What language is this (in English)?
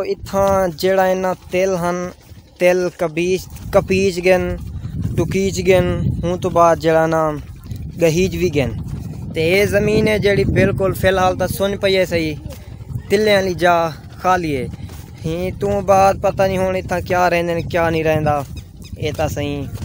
Saraiki